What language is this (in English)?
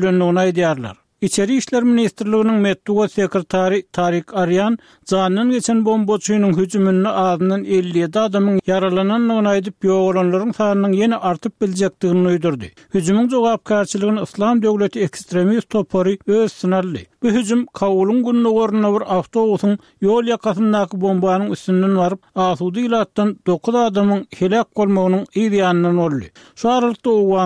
Turkmen